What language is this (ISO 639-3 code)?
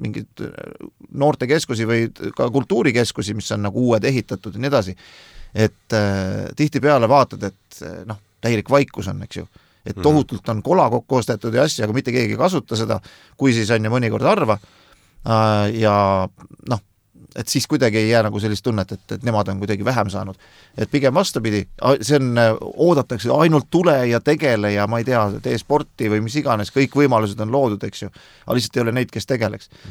est